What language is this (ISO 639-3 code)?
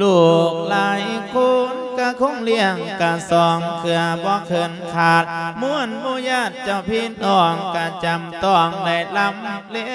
lao